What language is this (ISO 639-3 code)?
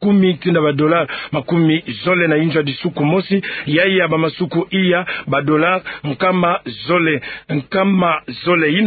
ktu